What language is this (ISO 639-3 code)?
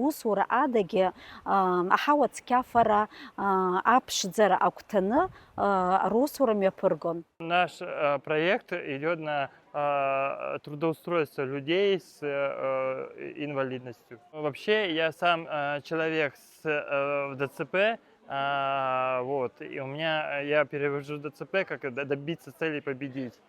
abk